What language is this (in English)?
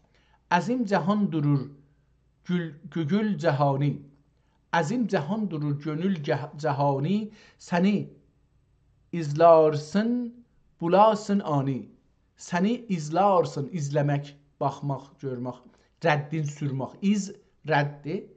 South Azerbaijani